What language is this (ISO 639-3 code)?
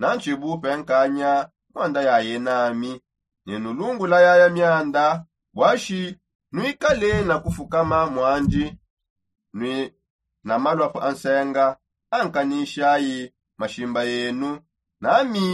sop